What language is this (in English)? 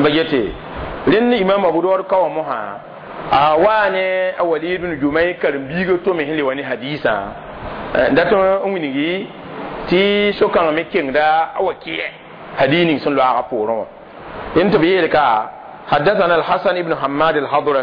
Mossi